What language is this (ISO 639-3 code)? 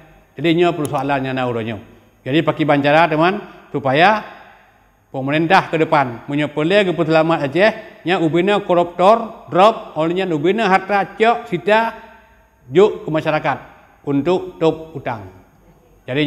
ace